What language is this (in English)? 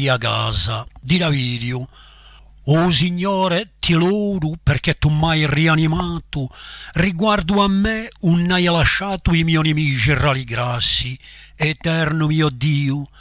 Corsican